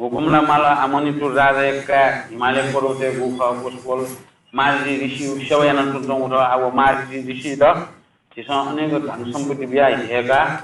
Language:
Newari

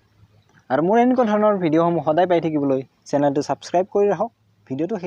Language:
Assamese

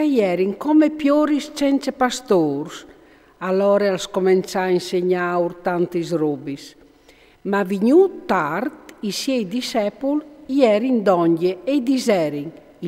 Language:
Friulian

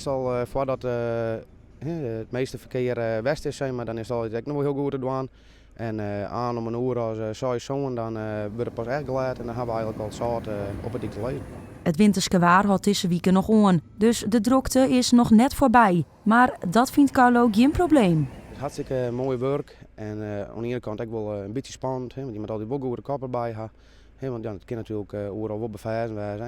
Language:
Western Frisian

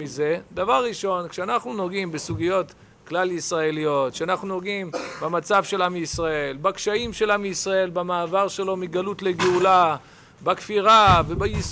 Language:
Hebrew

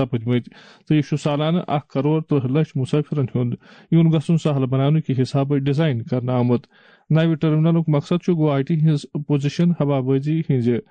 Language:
Kashmiri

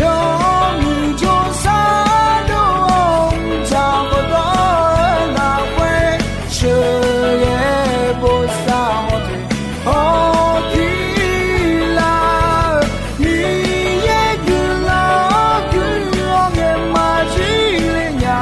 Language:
Akha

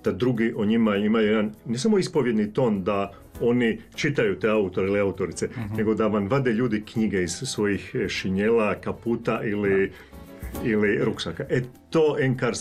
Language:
Croatian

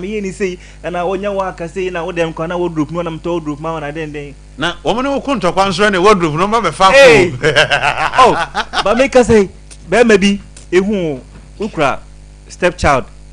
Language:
Akan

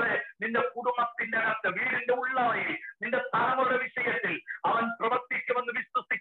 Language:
Malayalam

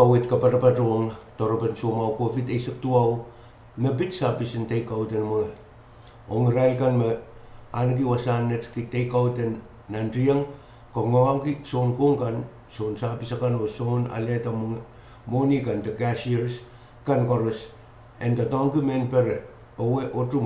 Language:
Pohnpeian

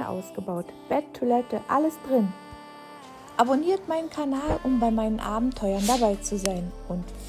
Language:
German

